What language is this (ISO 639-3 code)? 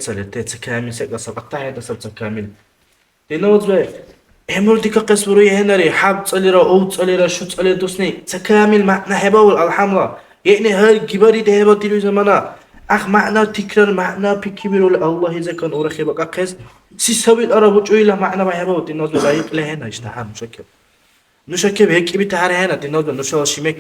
dar